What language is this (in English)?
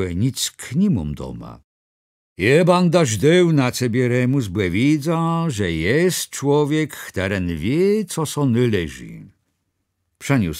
Kashubian